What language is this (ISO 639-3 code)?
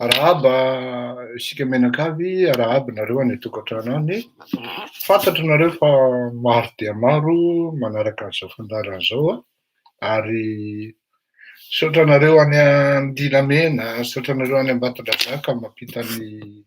mlg